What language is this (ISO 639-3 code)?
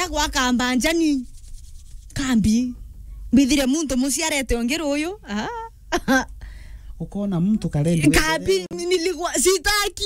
mer